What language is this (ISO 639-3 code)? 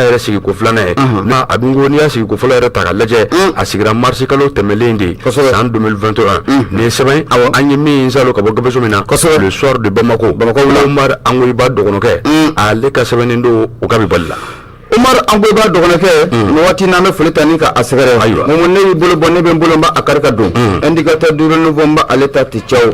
bam